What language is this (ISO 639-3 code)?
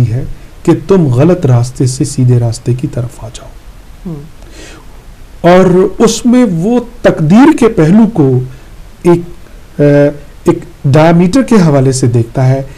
urd